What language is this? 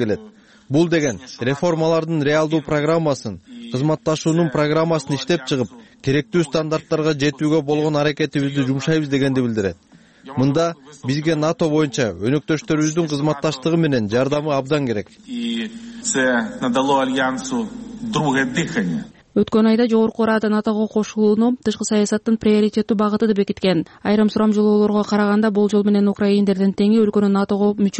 Kyrgyz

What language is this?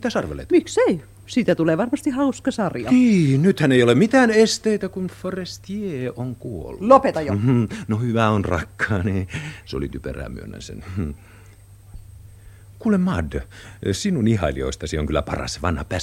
Finnish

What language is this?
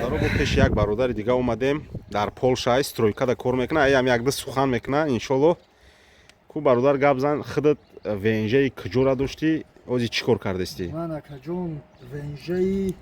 Tajik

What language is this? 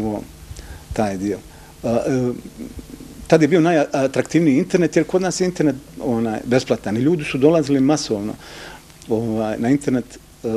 Bosnian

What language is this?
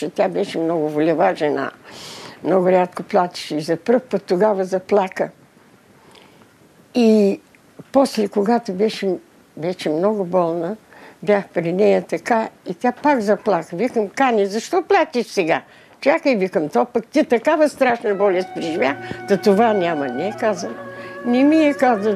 Bulgarian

